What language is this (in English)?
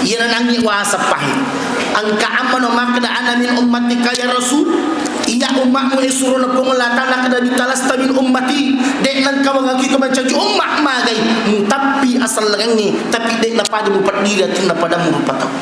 Buginese